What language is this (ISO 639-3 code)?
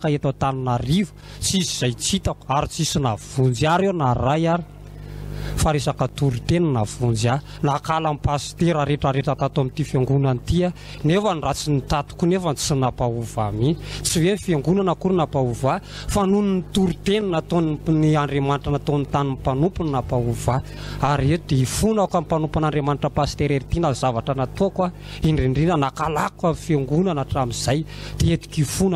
mlg